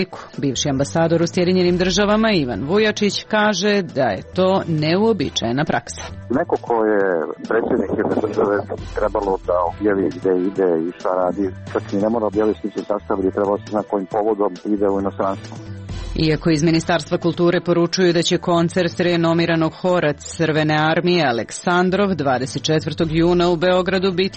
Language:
Serbian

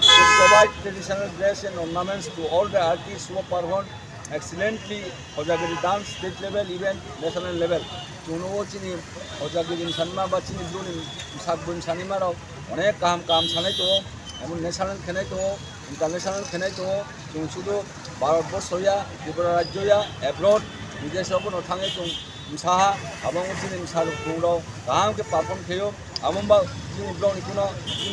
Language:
Riang (India)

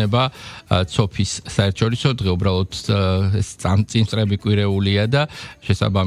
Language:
Georgian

